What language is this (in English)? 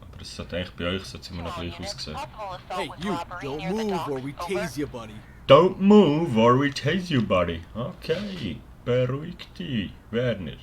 Swiss German